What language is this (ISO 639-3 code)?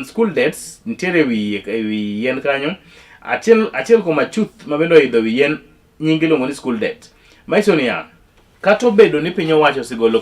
luo